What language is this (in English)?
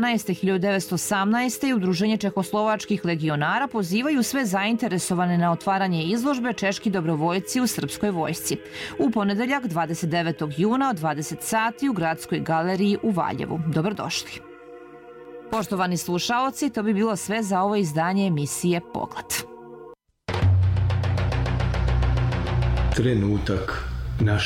Serbian